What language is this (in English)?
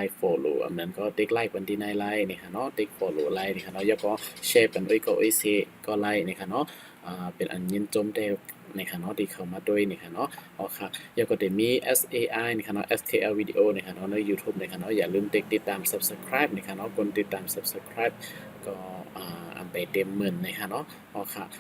Shan